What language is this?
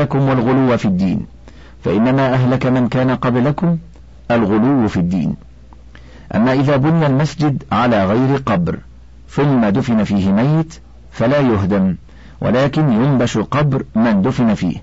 Arabic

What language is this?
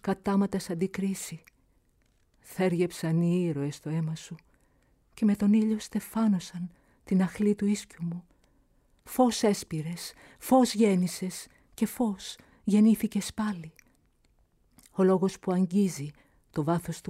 Greek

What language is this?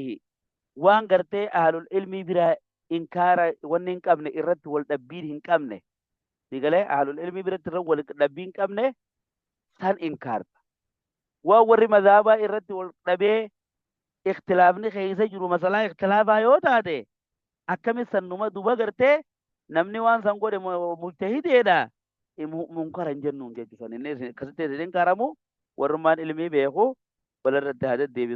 Oromo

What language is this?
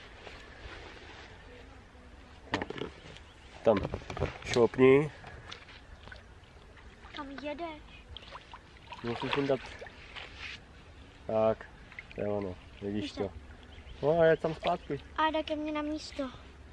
Czech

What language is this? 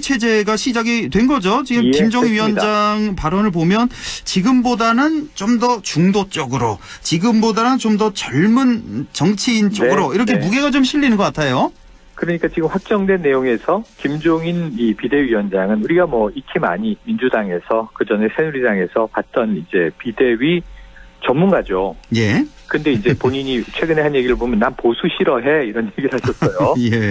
Korean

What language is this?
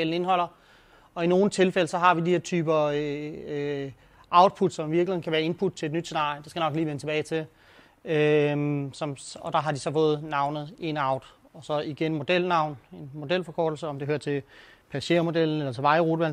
Danish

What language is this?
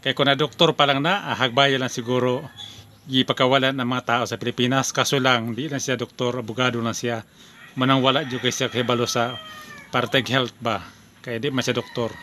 Cebuano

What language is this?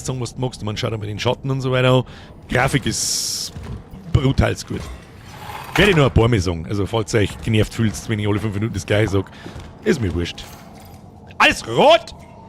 Bavarian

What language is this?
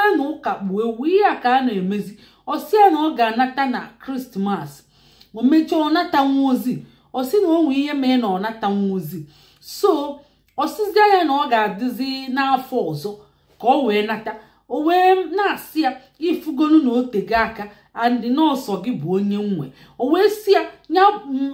Igbo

